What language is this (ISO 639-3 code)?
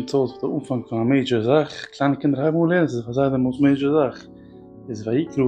yid